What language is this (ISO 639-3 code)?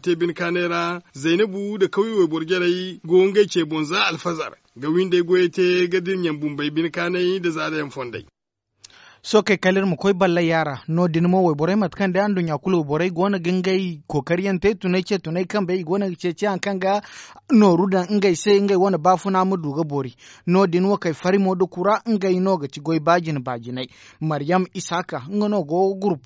dje